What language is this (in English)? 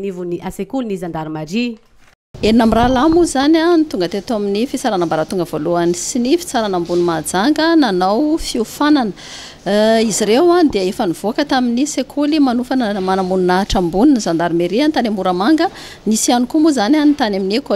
Malagasy